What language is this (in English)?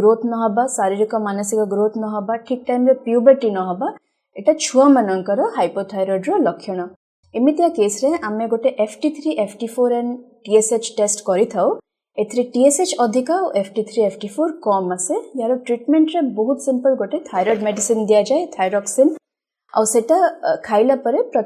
Odia